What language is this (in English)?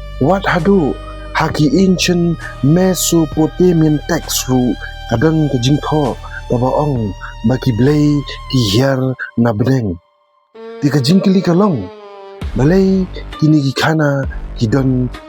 Khasi